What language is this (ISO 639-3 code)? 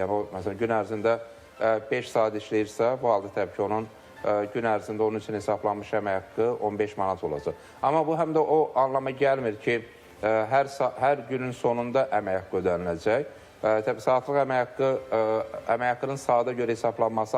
aze